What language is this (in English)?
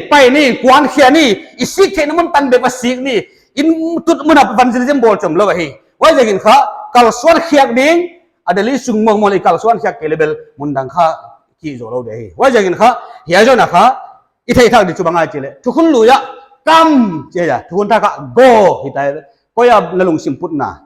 Paite Chin